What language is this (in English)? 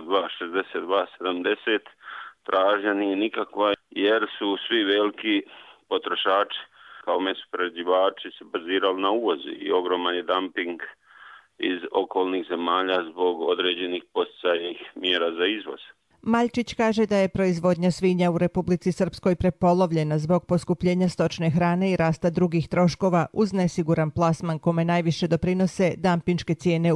Croatian